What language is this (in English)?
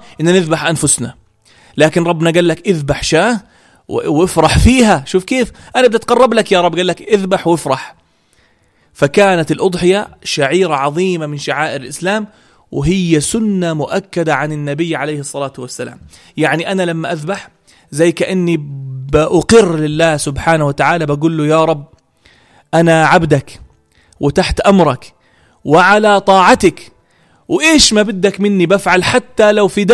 North Levantine Arabic